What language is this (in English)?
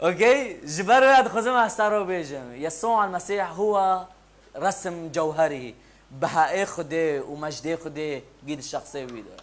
Kurdish